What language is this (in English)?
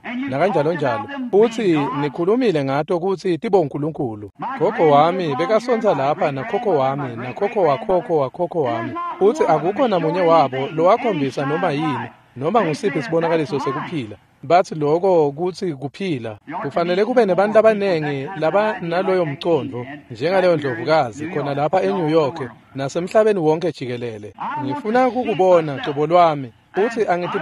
Swati